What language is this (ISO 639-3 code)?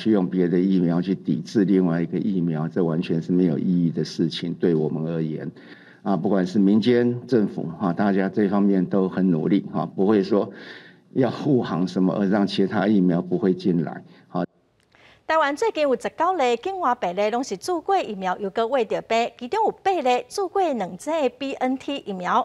nan